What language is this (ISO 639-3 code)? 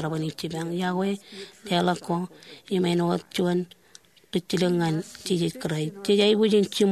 mah